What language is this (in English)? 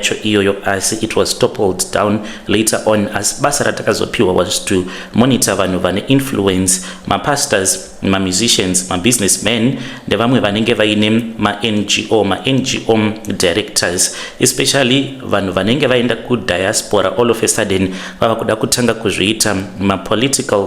Shona